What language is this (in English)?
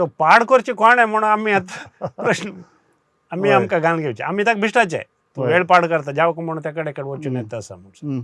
Konkani